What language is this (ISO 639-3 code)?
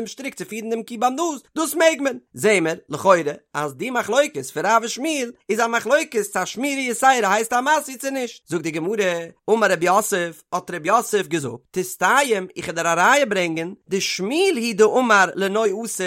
yid